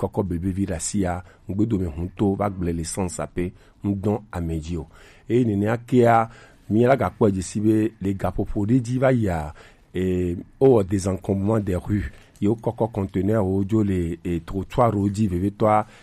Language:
Gen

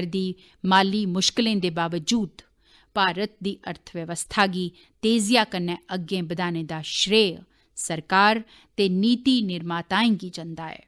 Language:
Dogri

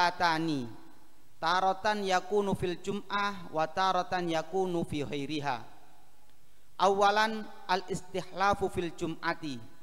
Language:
Indonesian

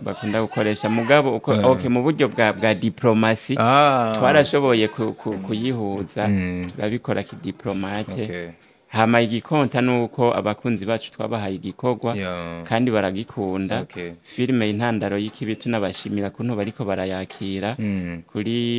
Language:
Rundi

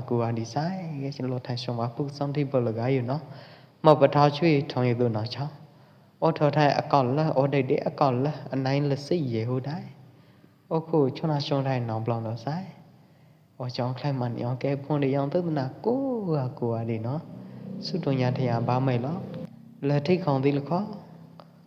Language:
Pwo Eastern Karen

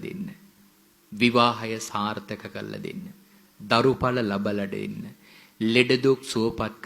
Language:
Sinhala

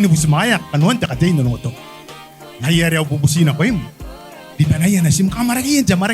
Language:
Gilbertese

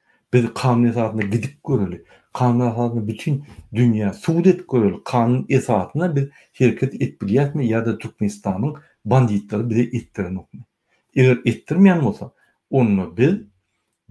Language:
Turkmen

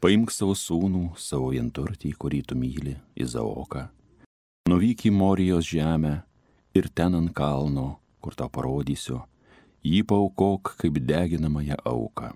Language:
Lithuanian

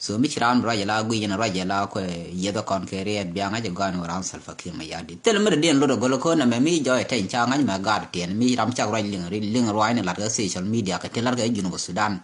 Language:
Nuer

